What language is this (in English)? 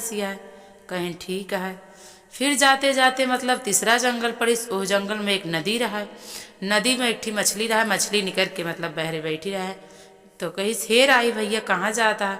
Awadhi